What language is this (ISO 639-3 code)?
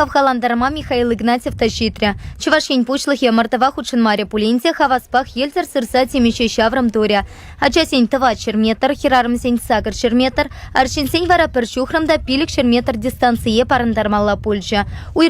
chv